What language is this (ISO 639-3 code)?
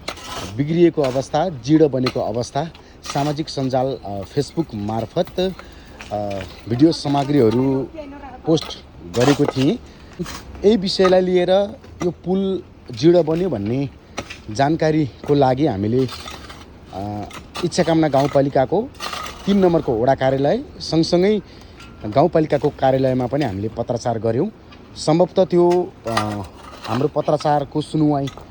nep